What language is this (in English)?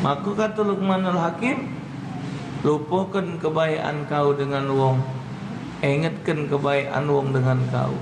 Musi